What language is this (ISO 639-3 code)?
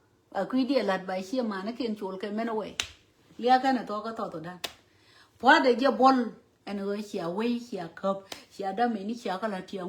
nus